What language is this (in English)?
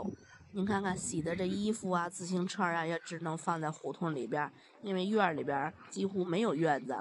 Chinese